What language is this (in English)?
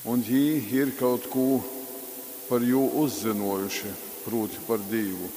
Latgalian